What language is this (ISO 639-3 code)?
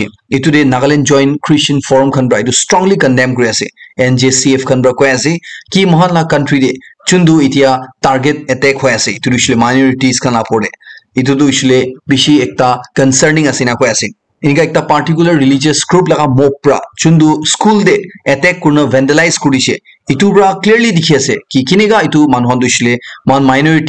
nag